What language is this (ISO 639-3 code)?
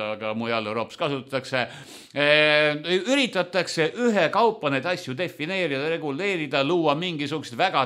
est